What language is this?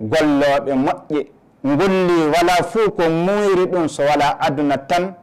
Fula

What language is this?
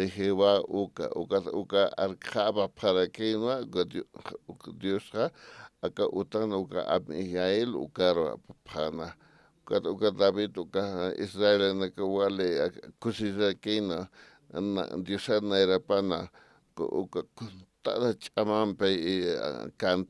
Aymara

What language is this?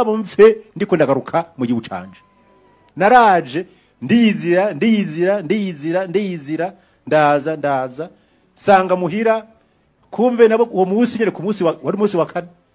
Rundi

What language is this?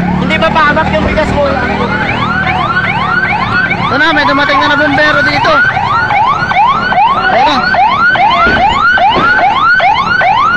Filipino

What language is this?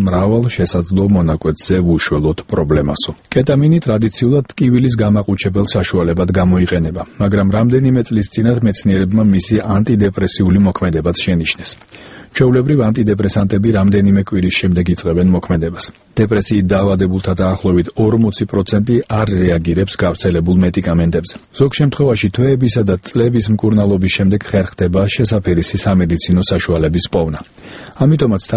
Georgian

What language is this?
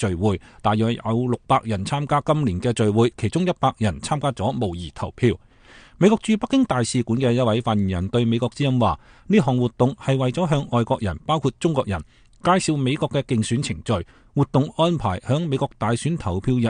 Cantonese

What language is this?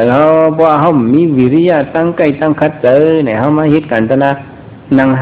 Shan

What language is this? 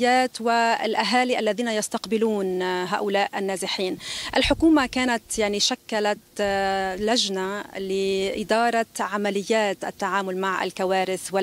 Arabic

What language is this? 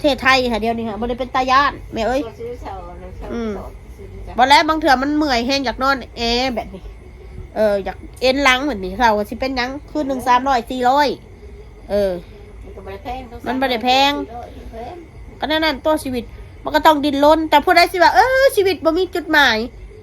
Northeastern Thai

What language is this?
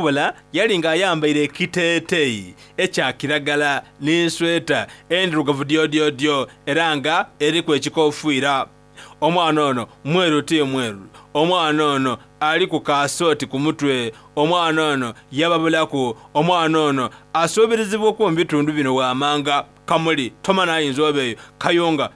Soga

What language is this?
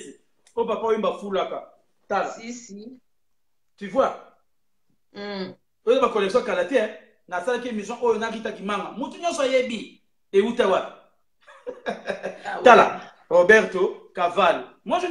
Lingala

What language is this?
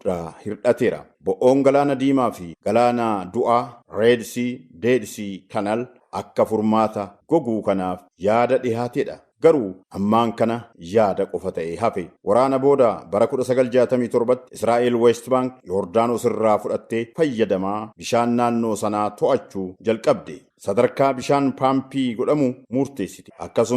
Oromo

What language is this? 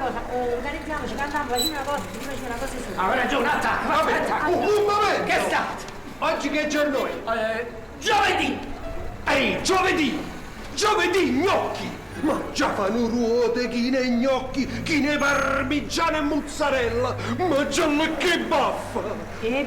Neapolitan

